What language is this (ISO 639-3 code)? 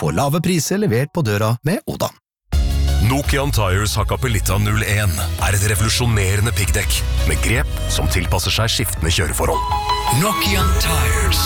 nor